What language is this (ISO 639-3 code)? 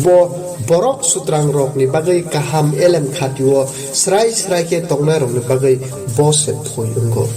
trp